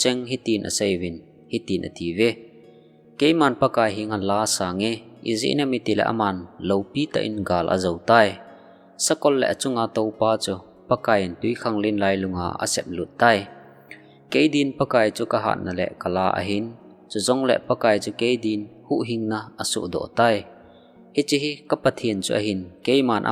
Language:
Thado Chin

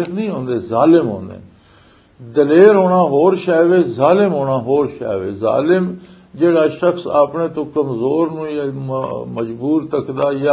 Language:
Western Panjabi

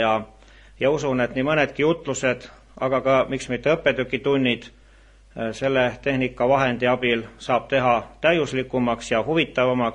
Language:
Estonian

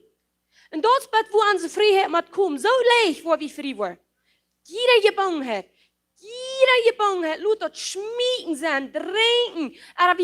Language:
Plautdietsch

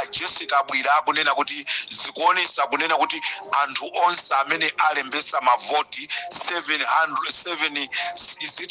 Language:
Nyanja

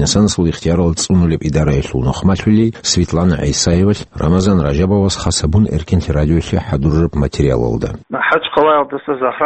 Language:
Avaric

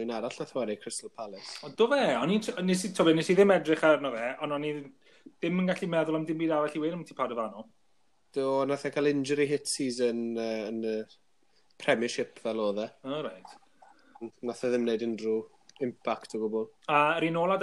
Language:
Welsh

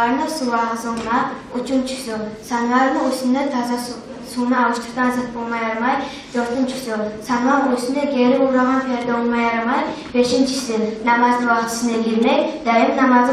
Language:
Kumyk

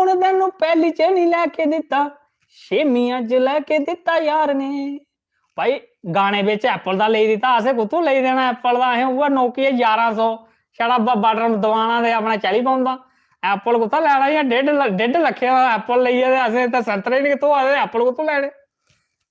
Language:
Dogri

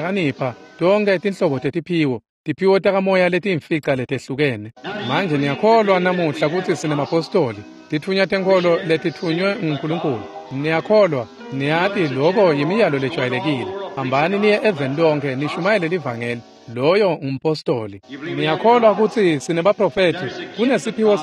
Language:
Swati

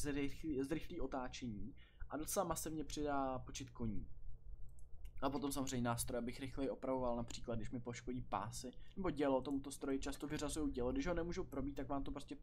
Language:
Czech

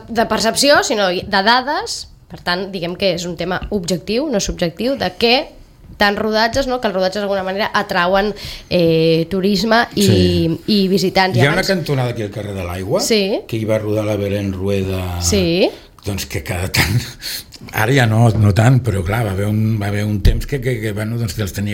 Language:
Catalan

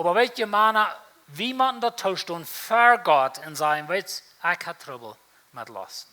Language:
Plautdietsch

